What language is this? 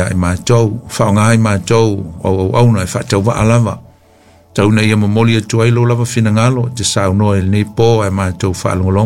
Samoan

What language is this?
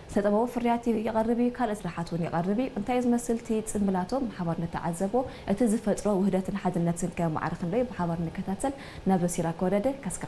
Tigrinya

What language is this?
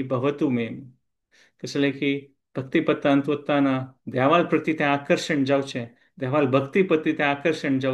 Konkani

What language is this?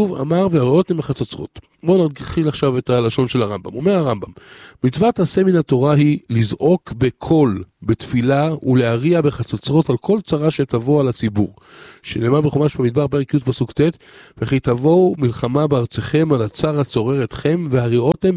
Hebrew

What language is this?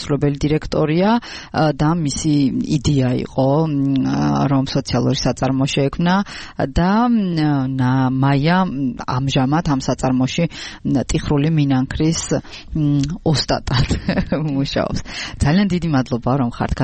Georgian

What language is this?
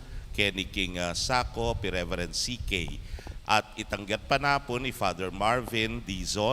Pampanga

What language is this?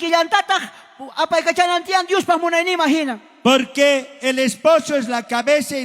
South Bolivian Quechua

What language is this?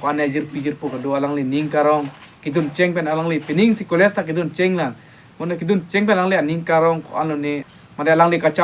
Karbi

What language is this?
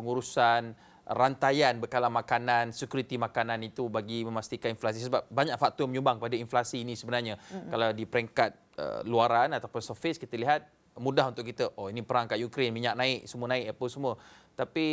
Malay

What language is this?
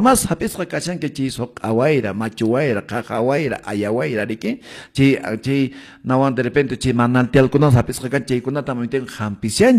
Quechua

